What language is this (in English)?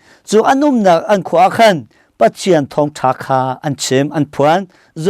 Hakha Chin